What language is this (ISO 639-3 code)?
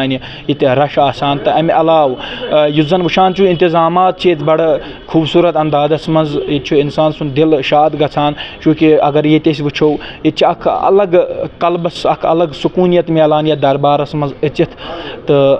kas